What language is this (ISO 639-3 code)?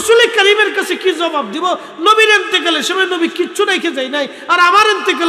ben